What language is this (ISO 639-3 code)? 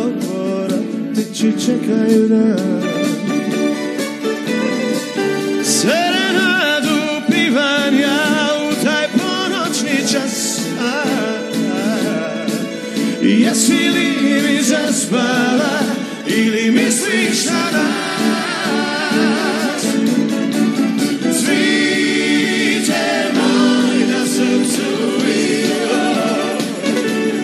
hrv